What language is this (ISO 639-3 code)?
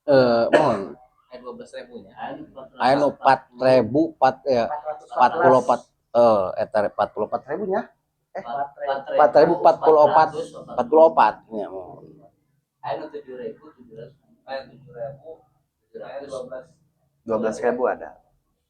sun